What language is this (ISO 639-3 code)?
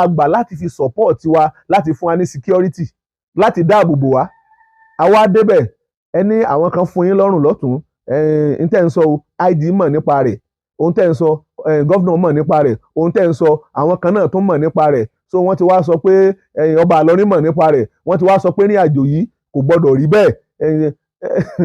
yor